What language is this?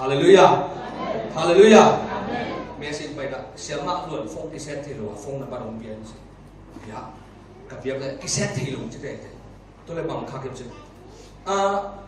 Tedim Chin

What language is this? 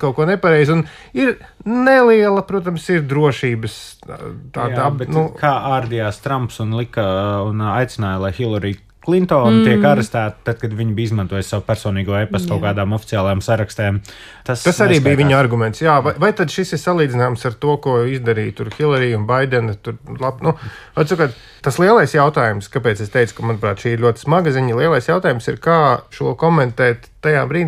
Latvian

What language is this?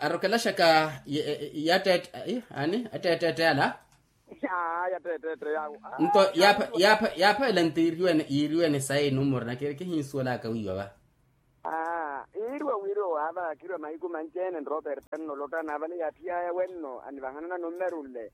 Makhuwa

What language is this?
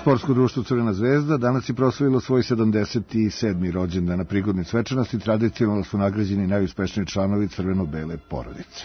Serbian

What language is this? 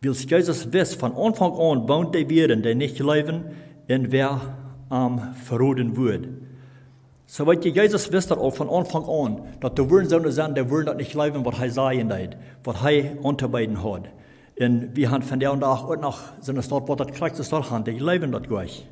Plautdietsch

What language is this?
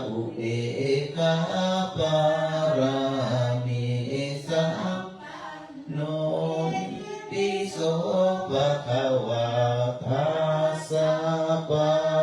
Pali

